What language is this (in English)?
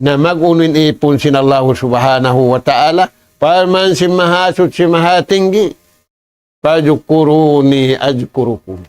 Tausug